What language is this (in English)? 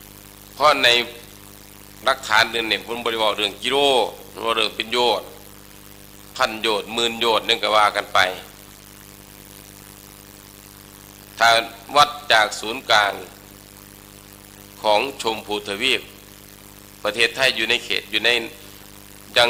Thai